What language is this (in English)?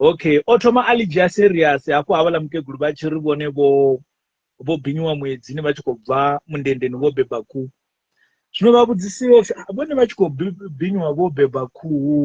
Venda